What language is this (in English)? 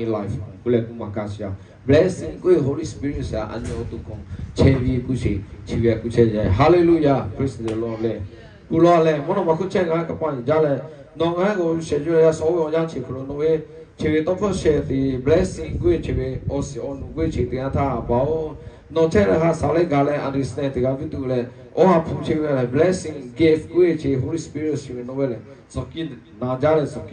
Lahu